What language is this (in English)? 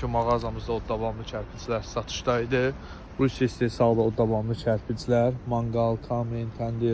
Azerbaijani